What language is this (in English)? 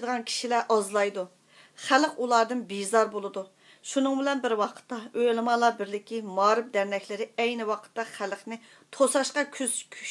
Uyghur